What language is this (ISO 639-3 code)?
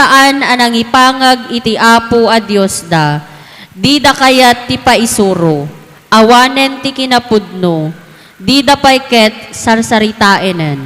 ilo